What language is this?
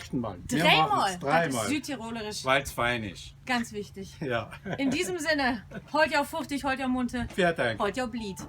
Low German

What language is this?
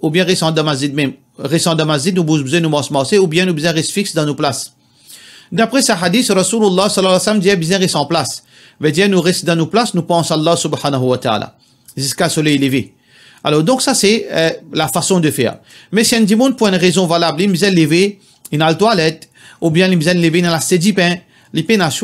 Morisyen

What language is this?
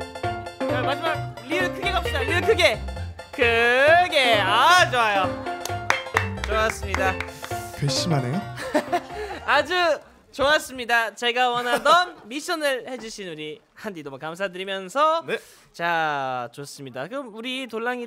Korean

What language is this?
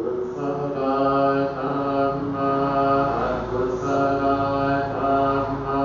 Pali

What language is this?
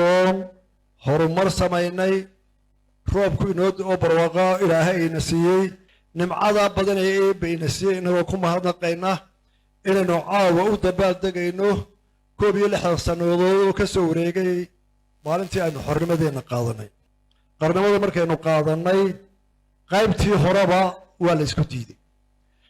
Somali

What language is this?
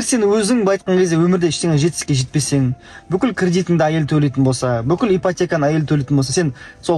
Kazakh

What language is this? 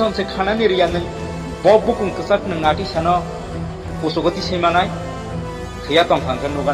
Kok Borok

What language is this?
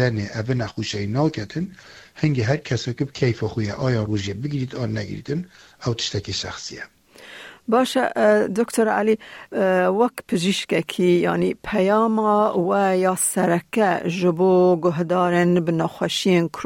Kurdish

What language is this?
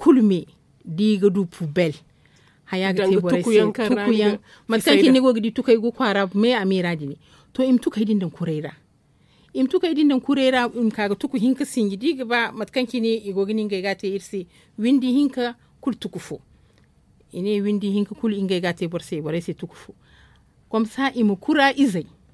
Zarma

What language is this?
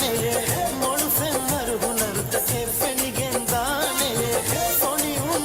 Divehi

